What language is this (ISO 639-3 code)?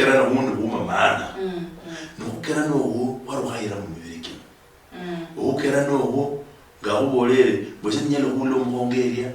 luy